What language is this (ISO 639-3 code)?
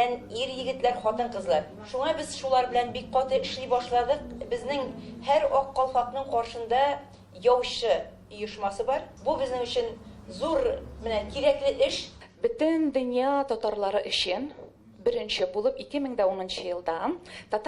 tat